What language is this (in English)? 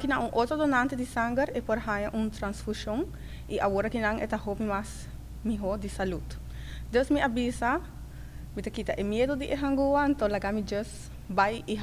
Papiamento